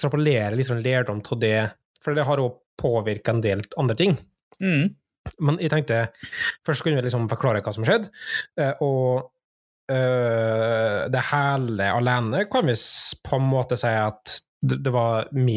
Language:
Norwegian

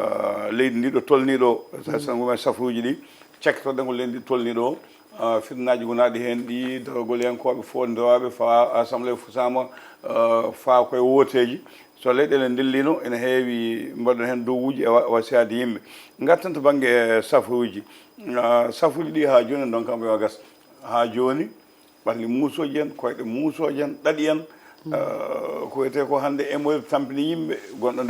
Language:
Fula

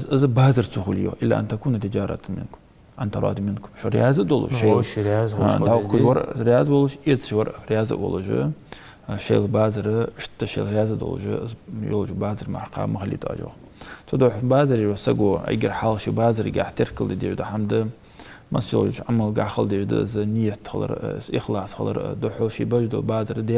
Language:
Ingush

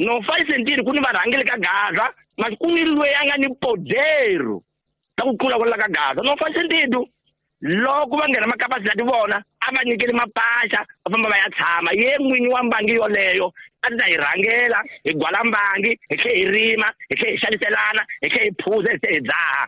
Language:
Tsonga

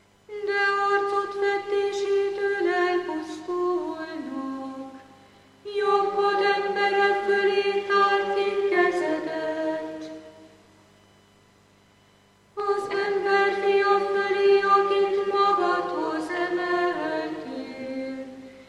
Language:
Hungarian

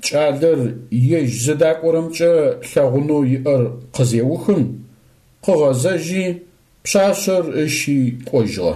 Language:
Adyghe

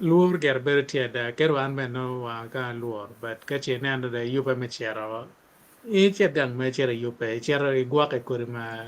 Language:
Acoli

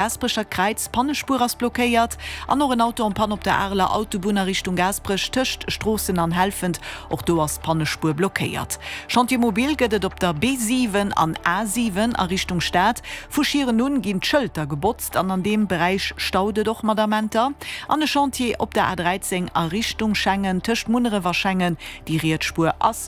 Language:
Luxembourgish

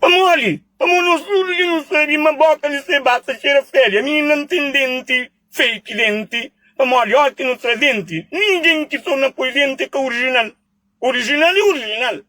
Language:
Kabuverdianu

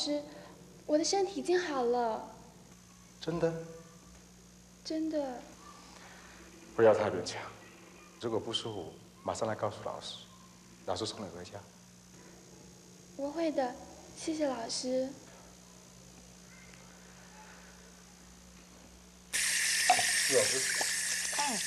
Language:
Chinese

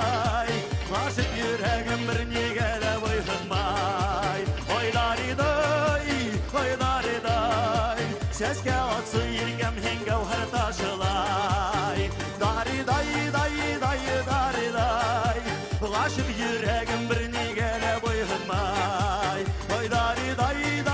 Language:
Bashkir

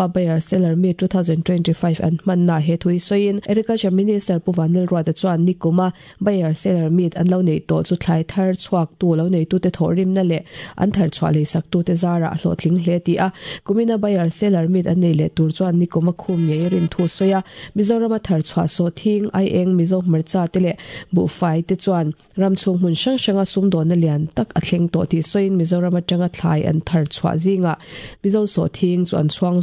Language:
Mizo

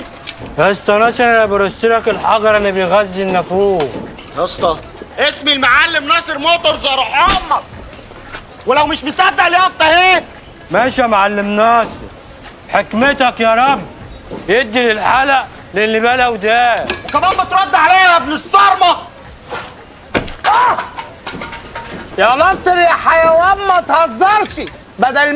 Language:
Egyptian Arabic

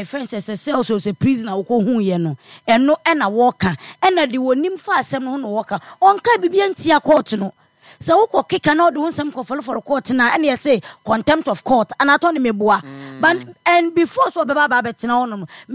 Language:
Akan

